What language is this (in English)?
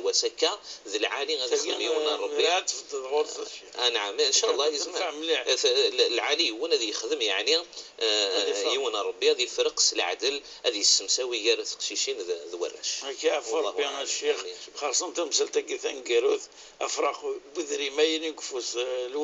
Kabyle